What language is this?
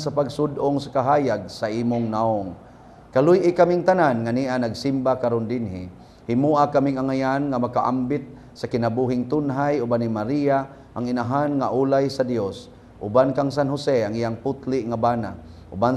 Cebuano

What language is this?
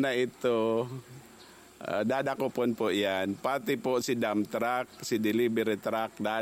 Bikol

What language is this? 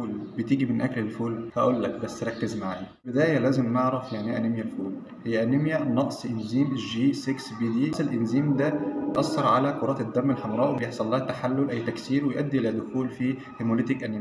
Egyptian Arabic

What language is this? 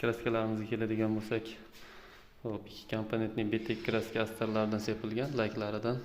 Uzbek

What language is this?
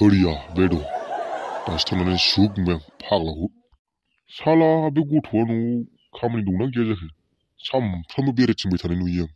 Bodo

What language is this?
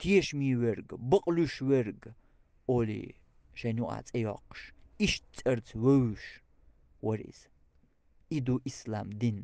Chechen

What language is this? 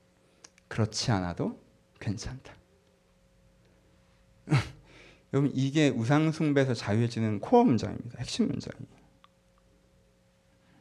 Korean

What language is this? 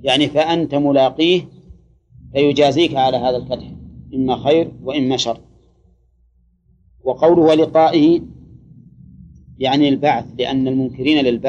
Arabic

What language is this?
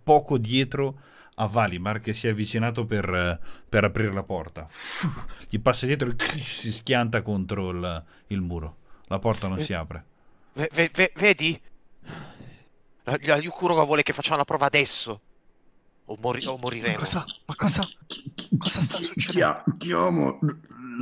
Italian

